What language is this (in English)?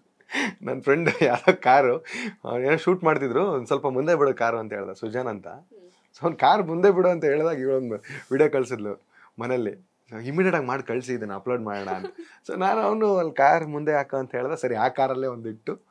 Kannada